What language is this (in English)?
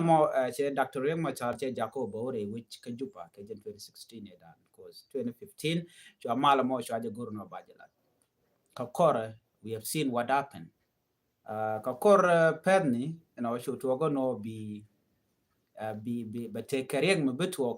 Nuer